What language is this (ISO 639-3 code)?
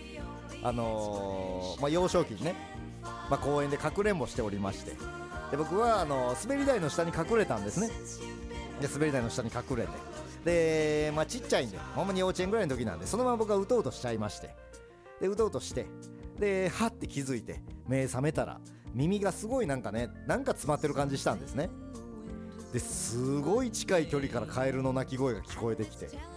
jpn